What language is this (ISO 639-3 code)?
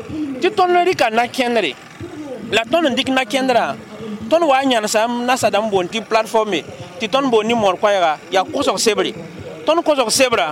mos